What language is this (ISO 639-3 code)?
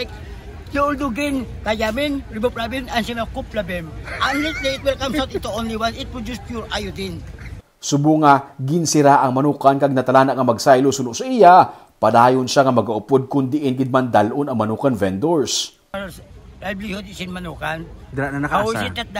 hil